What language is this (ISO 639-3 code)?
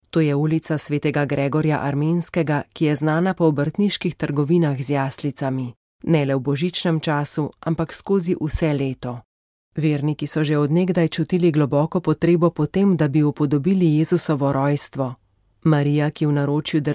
slv